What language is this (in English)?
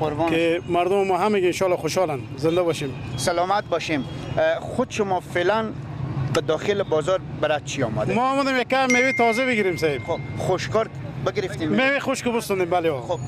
Persian